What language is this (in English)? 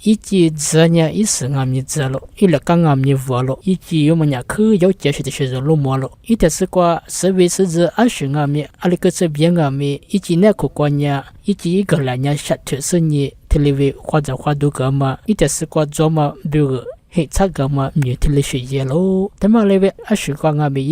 Lisu